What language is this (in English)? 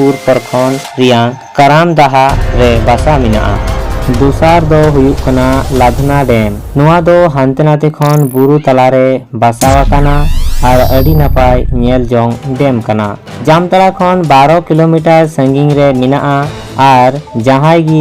Santali